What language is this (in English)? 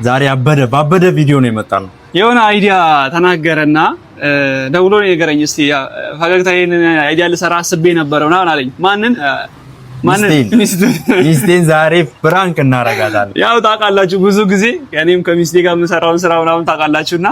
Amharic